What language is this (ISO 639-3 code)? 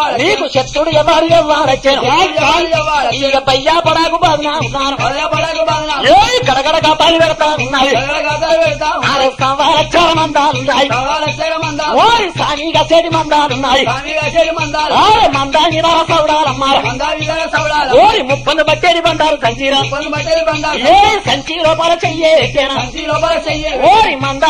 tel